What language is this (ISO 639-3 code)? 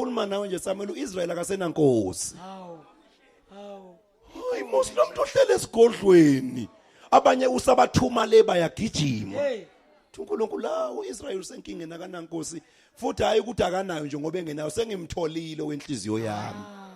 zul